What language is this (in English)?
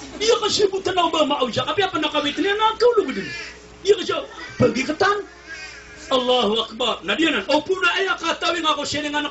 Maranao